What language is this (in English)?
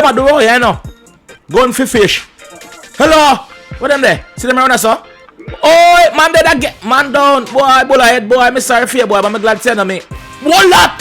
Jamaican Creole English